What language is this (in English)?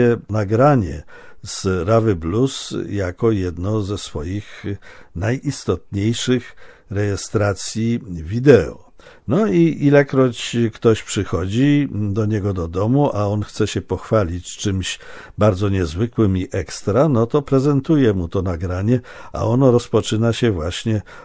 Polish